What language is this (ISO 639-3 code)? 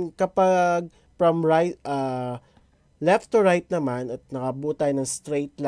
fil